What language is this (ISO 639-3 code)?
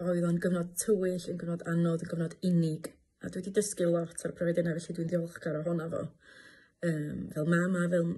cym